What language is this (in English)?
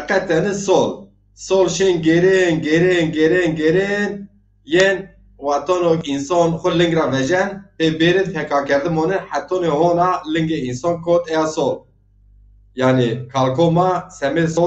Zaza